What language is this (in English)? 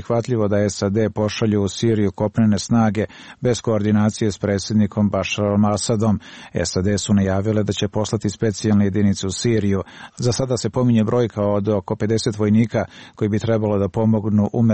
Serbian